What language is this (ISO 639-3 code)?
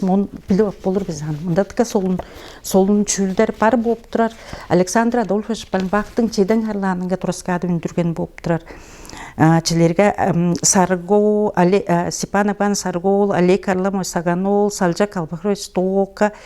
tyv